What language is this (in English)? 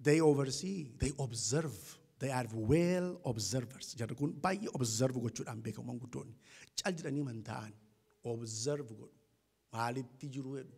Oromo